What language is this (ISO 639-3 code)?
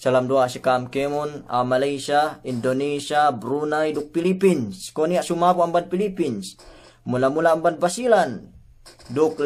yka